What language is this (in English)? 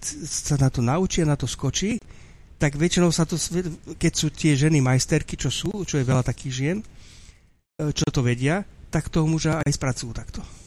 Slovak